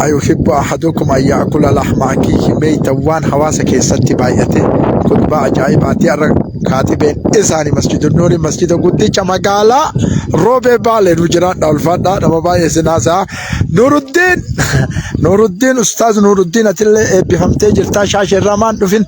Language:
Oromo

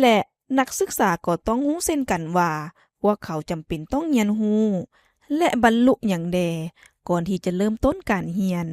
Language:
Lao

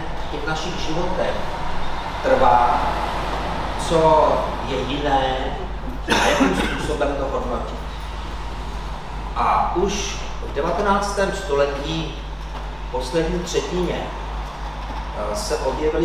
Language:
Czech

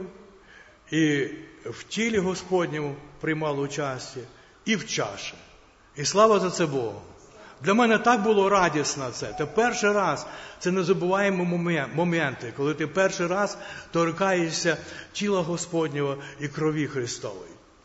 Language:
Ukrainian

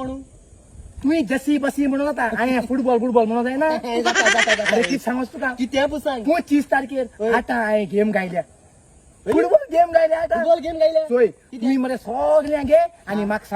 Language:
Konkani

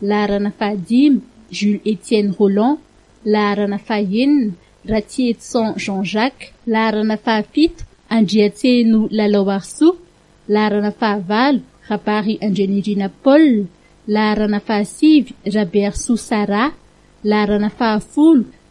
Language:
Malagasy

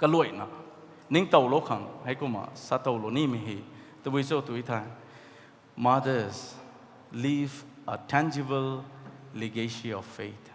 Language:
Rongmei Naga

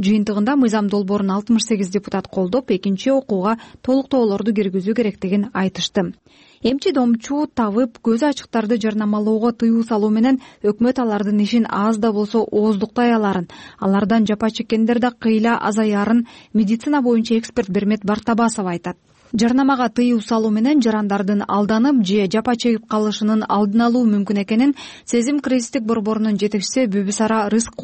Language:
Kyrgyz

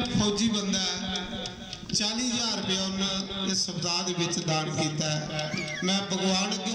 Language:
Dogri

